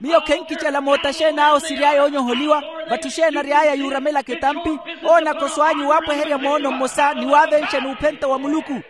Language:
Makhuwa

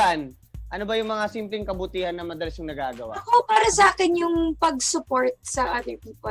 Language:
Filipino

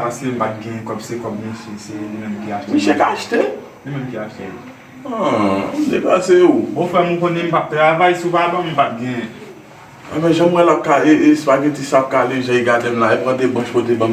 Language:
Haitian Creole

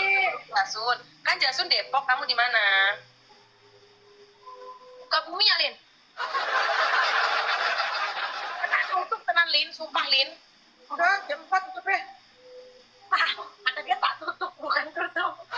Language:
Indonesian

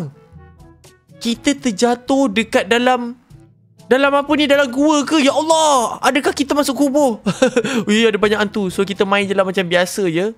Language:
Malay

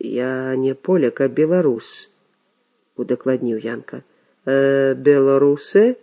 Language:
Belarusian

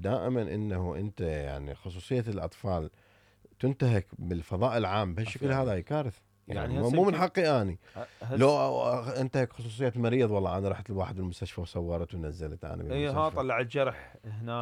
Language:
Mesopotamian Arabic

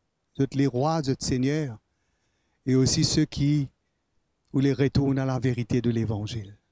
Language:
Morisyen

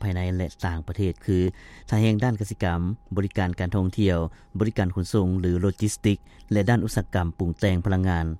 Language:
Lao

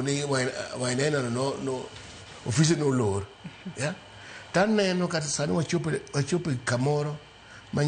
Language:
Luo (Kenya and Tanzania)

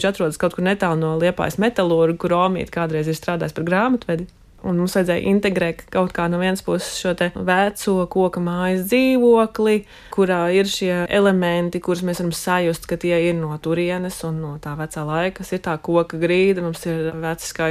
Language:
Latvian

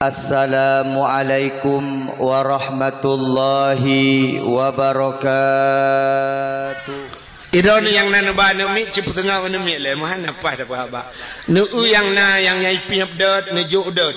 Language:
Achinese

